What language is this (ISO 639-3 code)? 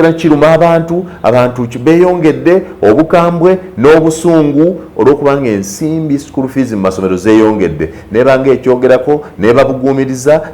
lug